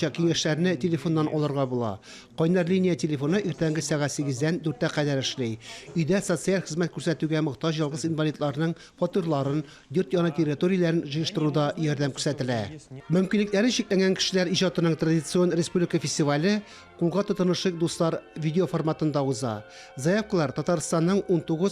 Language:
Tatar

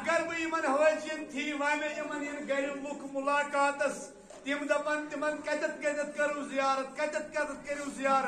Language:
Kashmiri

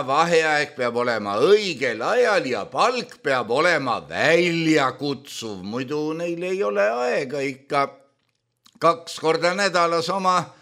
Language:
Estonian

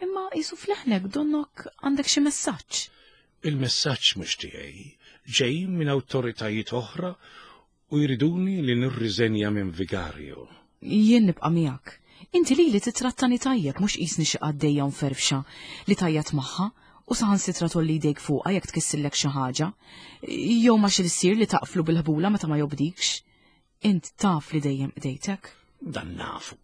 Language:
Maltese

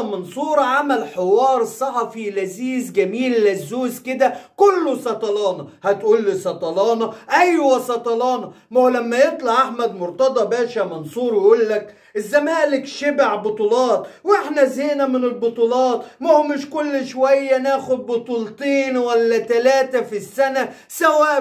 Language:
Egyptian Arabic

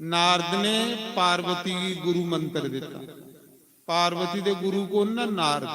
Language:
Dogri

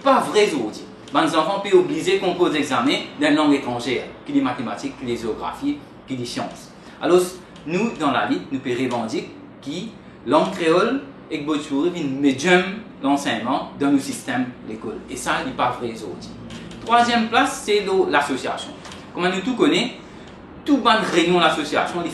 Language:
Morisyen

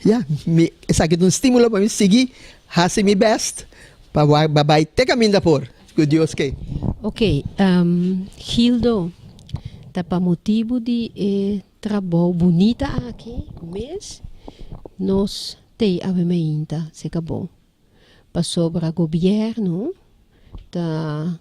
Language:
Papiamento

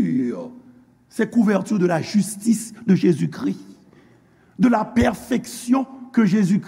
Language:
Haitian Creole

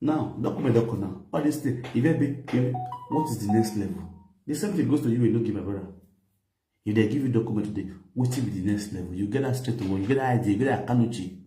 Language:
Nigerian Pidgin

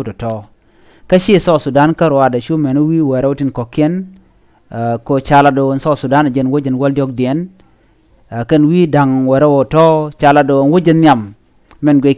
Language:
Nuer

